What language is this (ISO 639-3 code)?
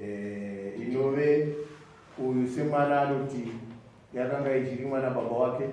sna